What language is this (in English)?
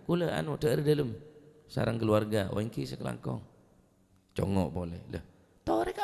Madurese